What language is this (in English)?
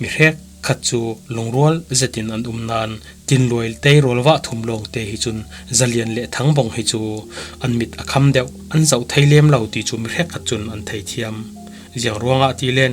Falam Chin